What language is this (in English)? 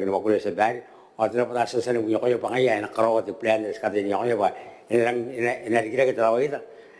Gilbertese